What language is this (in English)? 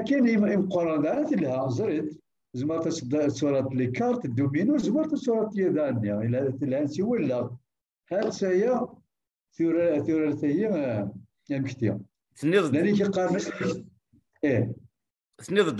Kabyle